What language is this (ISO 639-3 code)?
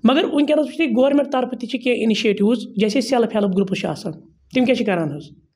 kas